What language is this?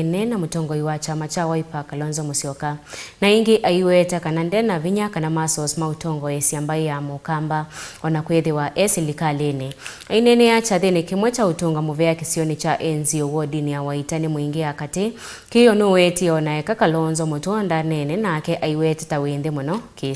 Kamba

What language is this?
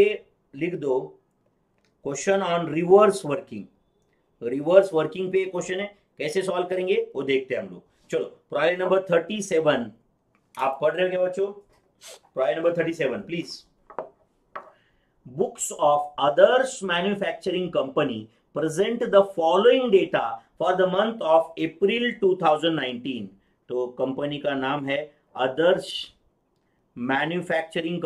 Hindi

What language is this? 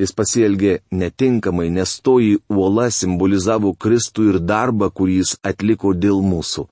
Lithuanian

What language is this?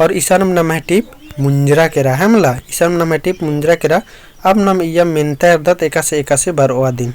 Kurukh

